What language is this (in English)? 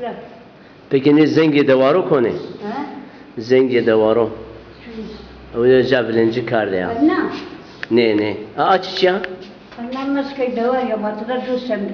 Zaza